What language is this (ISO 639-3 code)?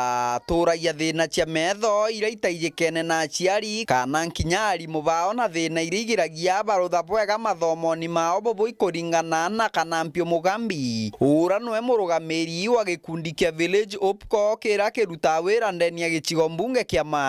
mer